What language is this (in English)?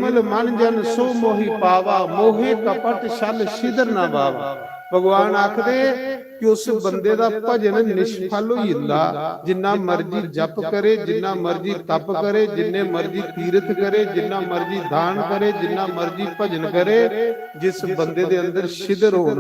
Dogri